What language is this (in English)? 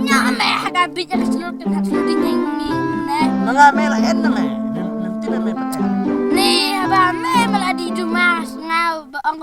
Khasi